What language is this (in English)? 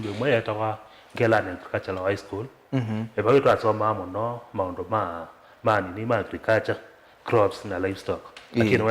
Kamba